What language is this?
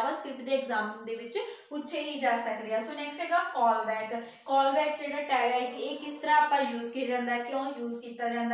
Punjabi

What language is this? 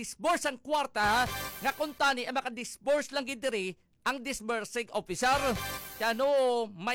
Hiligaynon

